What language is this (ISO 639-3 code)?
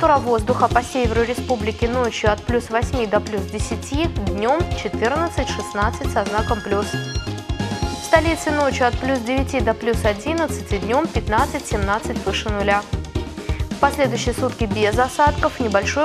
rus